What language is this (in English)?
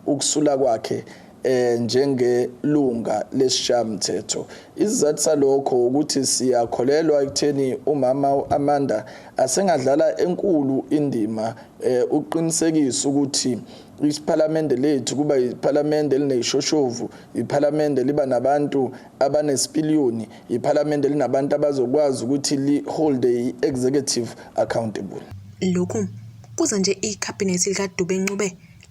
Zulu